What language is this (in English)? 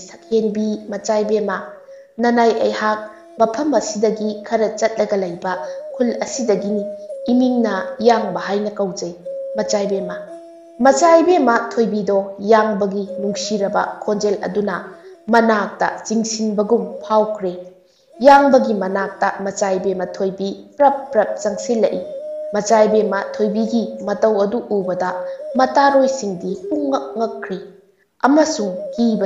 Manipuri